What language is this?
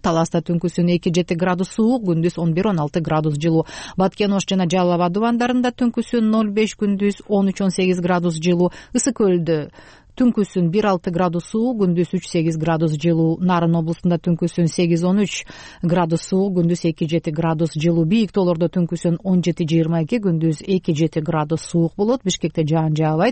Kyrgyz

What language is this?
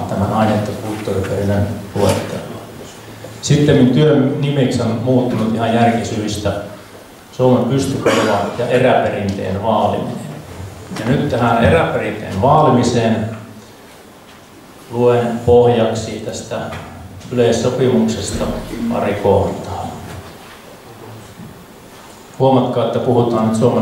Finnish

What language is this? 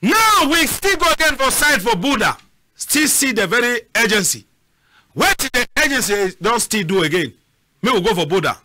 Cameroon Pidgin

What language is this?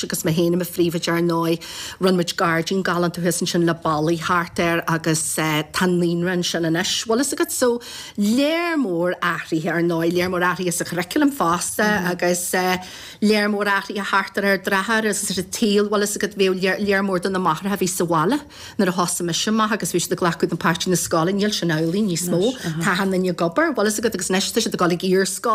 Irish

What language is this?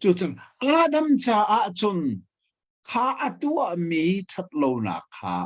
Hakha Chin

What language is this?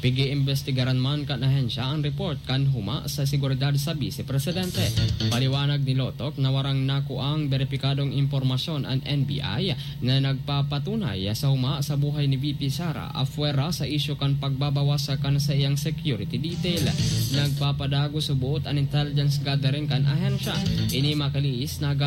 Bikol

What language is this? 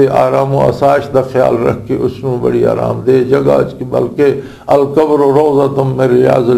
Western Panjabi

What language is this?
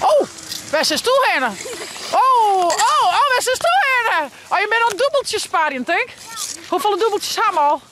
Western Frisian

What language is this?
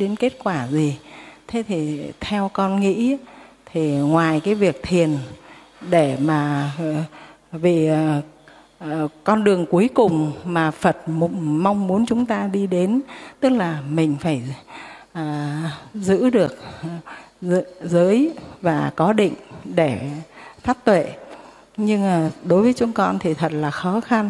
Vietnamese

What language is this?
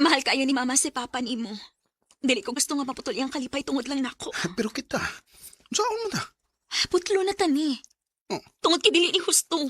Cebuano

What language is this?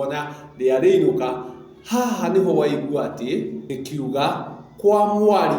Kikuyu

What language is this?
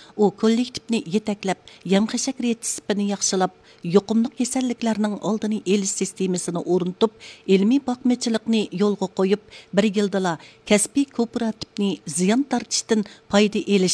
Uyghur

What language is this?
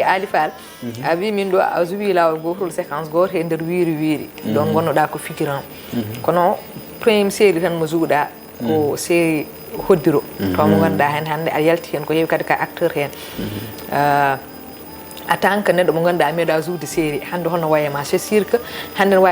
Fula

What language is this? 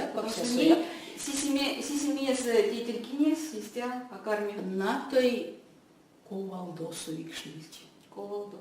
Erzya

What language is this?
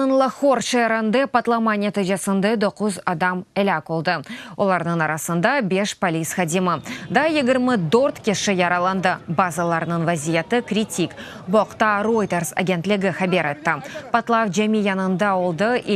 Crimean Tatar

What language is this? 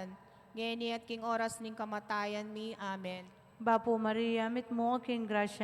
Pampanga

